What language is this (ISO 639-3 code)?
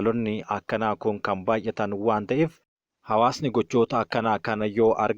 orm